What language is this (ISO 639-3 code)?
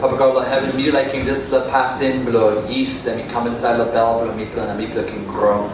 tpi